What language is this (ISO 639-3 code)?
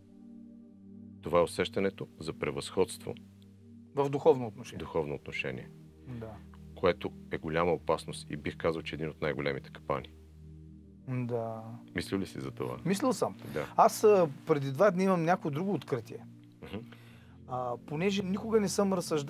bul